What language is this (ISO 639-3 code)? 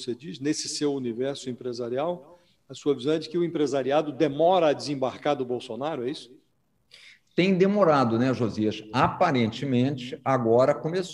por